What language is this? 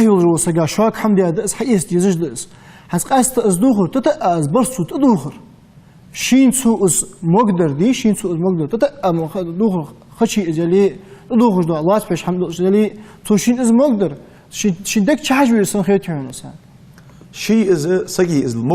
Ingush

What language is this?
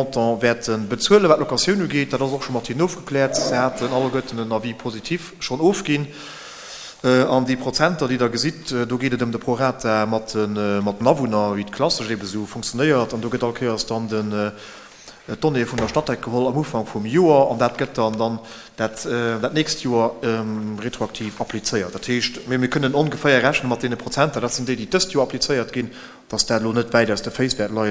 Luxembourgish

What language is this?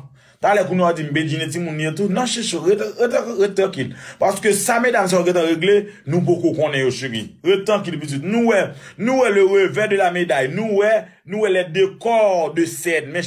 Haitian Creole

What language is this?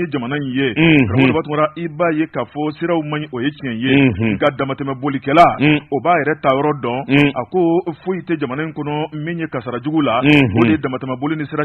Bambara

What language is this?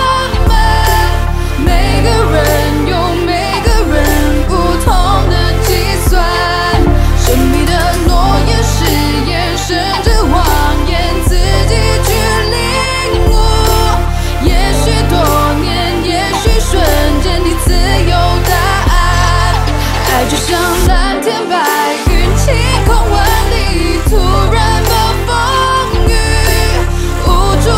Chinese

